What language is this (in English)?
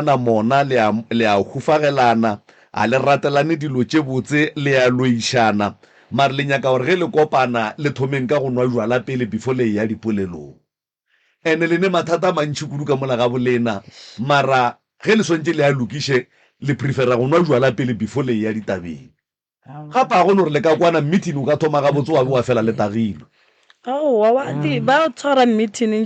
Northern Sotho